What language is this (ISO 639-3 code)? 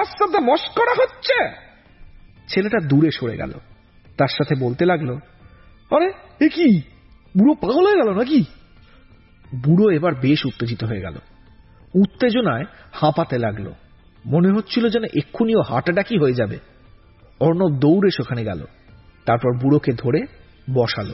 ben